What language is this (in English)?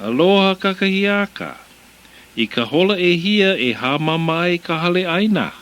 Hawaiian